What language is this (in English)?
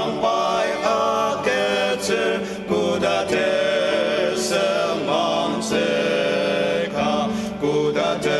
Ao Naga